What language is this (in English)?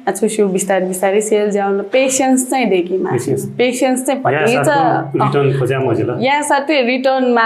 Newari